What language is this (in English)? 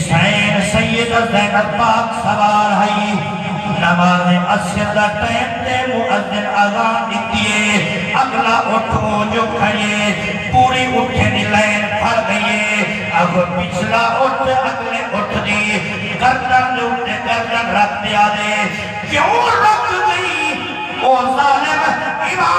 Saraiki